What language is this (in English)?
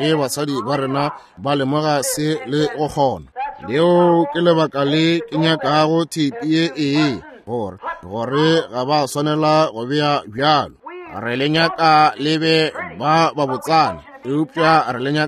Northern Sotho